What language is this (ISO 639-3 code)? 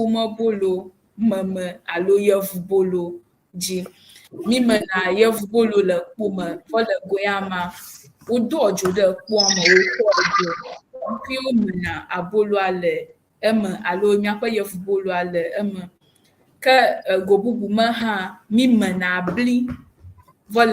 ewe